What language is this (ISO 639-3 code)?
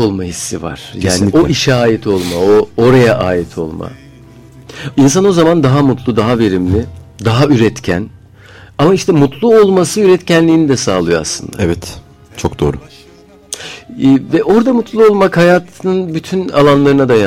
tur